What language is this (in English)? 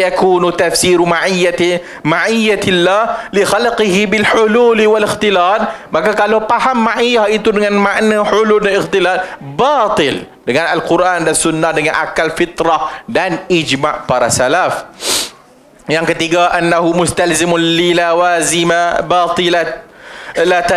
Malay